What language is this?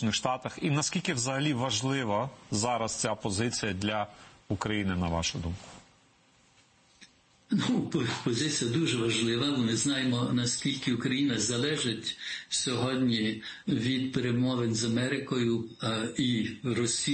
Ukrainian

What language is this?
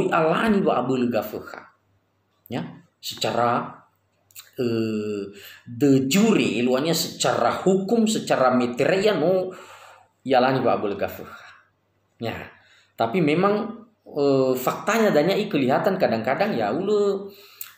Nias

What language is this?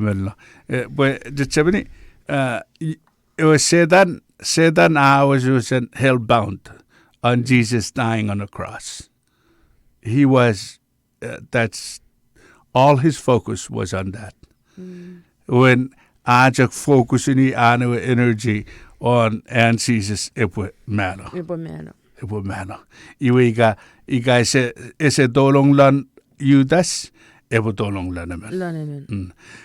Chuukese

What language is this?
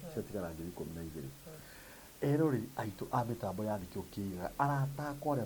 Kikuyu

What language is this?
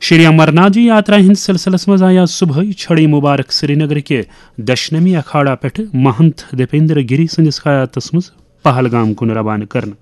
Kashmiri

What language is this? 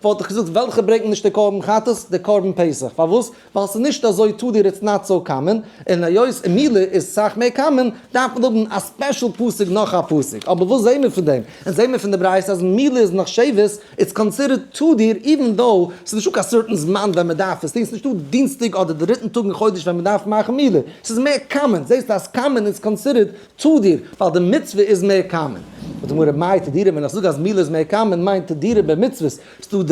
Yiddish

